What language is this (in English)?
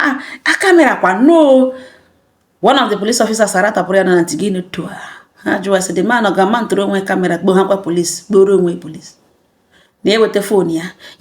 Igbo